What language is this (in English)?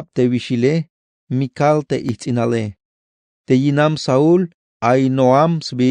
Tzeltal